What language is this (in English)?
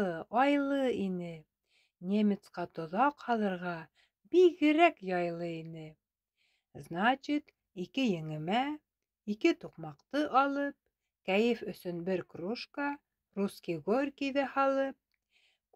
Bashkir